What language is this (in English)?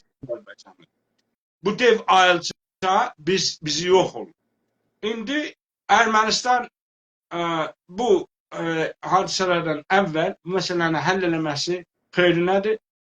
South Azerbaijani